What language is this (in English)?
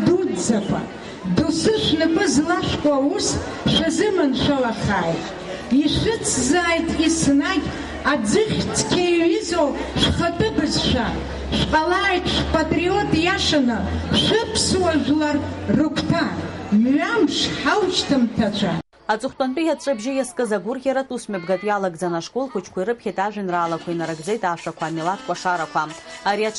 Abkhazian